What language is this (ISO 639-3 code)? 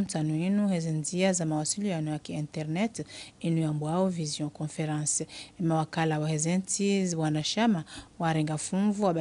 zdj